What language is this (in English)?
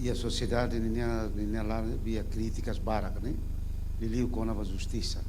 Tetum